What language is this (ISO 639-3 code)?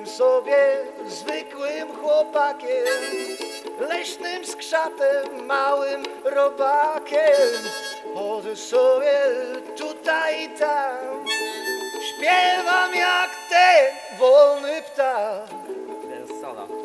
pol